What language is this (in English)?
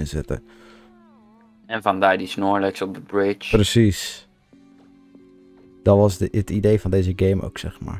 Dutch